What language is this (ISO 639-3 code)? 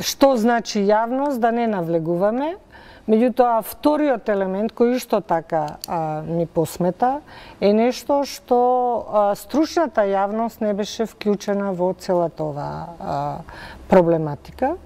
mkd